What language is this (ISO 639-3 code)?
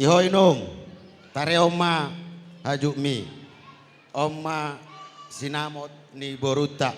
bbc